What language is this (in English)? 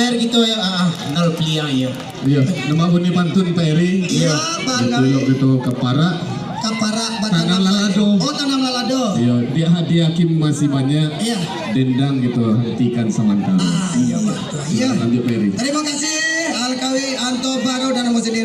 Minangkabau